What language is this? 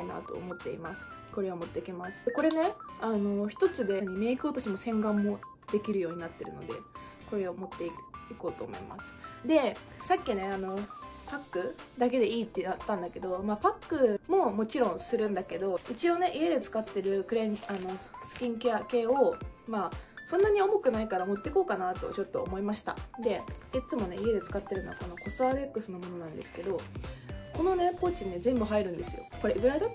Japanese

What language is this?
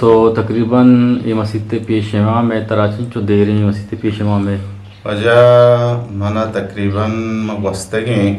Eastern Balochi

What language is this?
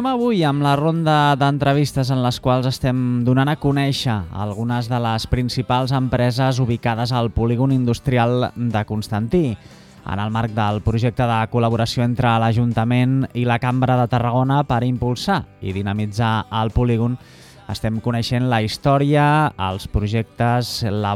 Catalan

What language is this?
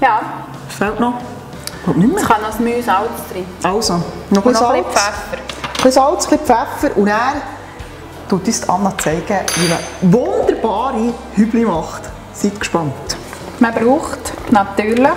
Swiss German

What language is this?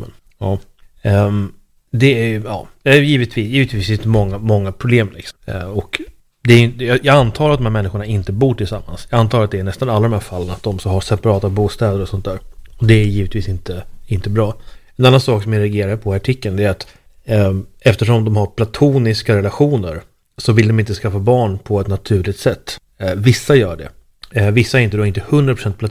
Swedish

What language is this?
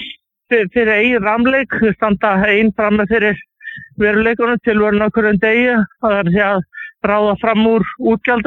Icelandic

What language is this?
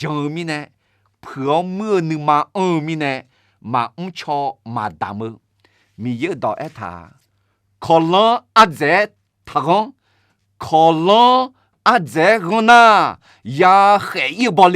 Akha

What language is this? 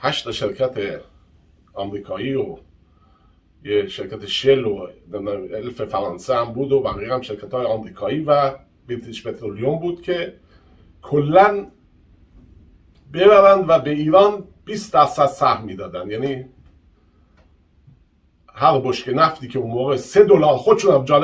Persian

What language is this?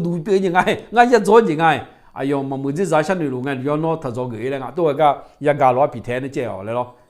Akha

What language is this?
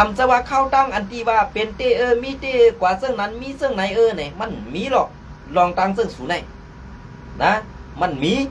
Shan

